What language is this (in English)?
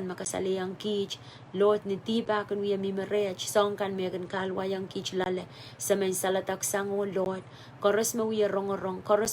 Pohnpeian